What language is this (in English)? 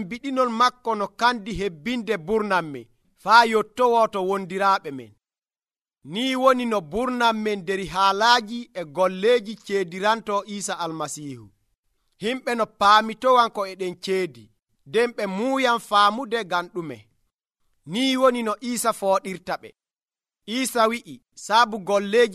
Nigerian Fulfulde